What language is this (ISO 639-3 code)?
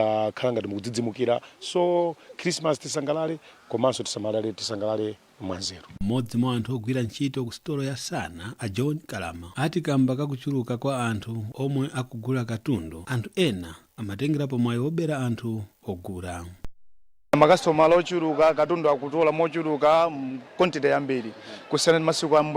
nya